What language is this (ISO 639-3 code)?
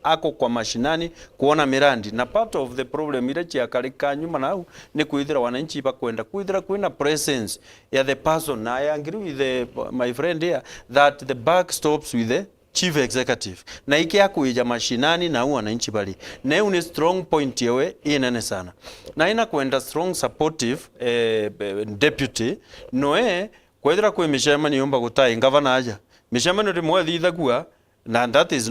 mer